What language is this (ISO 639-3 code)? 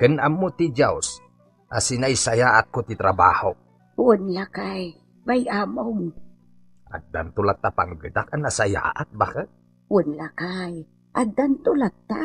ilo